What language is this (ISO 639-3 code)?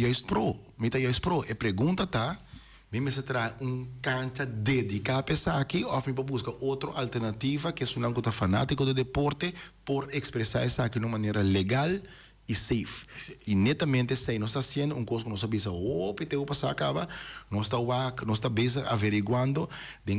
pap